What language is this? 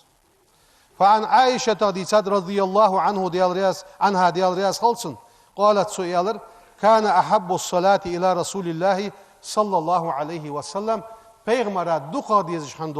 Ingush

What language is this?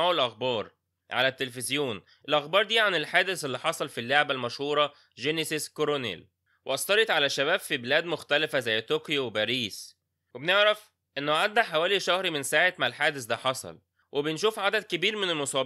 Egyptian Arabic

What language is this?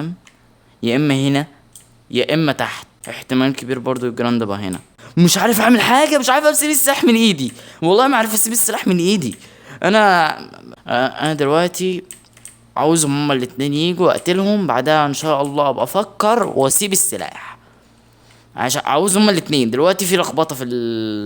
Egyptian Arabic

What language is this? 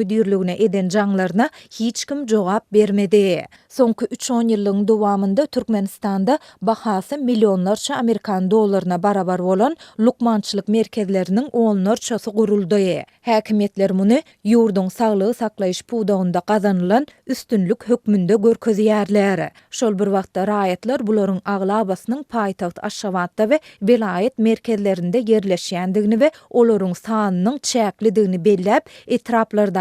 Turkmen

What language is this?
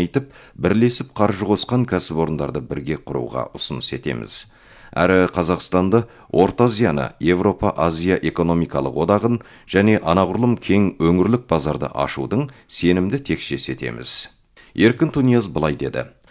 Kazakh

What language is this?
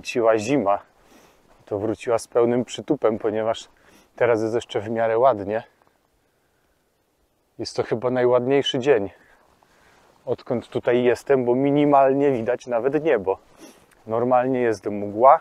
Polish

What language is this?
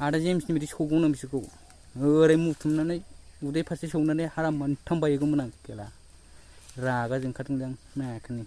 Bodo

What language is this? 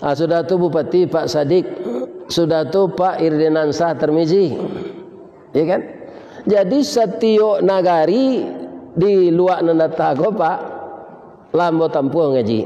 Minangkabau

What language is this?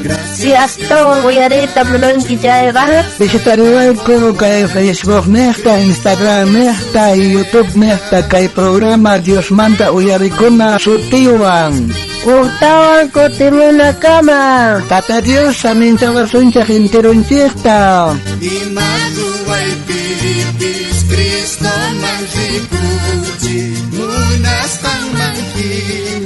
South Bolivian Quechua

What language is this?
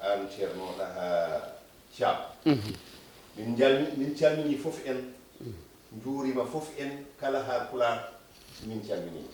Fula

